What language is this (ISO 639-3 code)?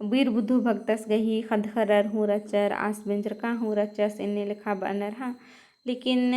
kru